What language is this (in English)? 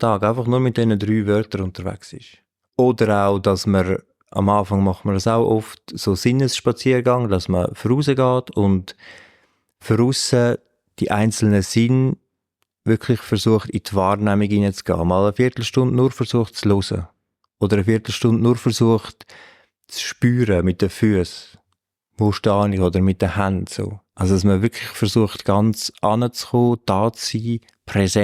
Swiss German